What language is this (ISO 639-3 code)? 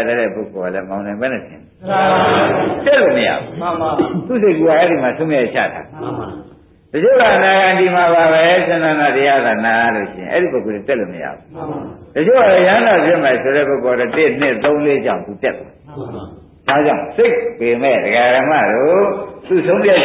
mya